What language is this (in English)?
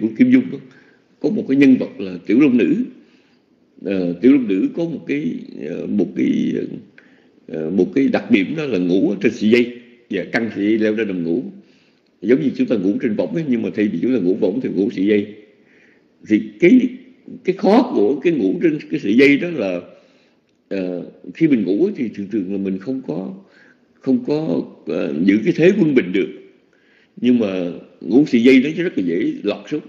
Vietnamese